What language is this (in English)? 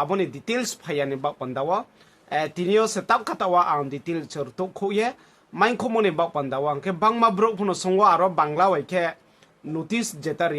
Riang (India)